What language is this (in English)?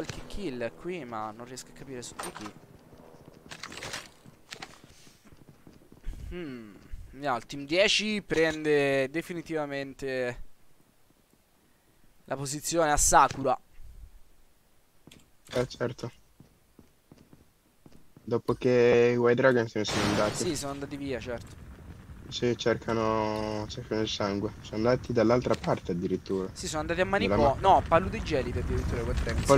Italian